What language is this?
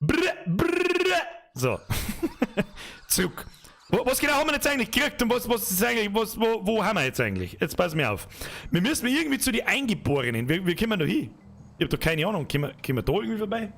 Bavarian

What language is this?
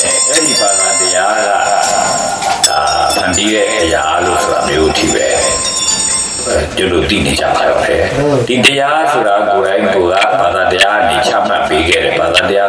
Burmese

